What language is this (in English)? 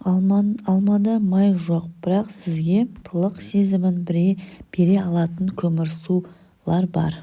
Kazakh